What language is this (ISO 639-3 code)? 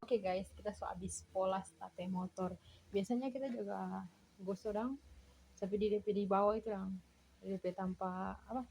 xmm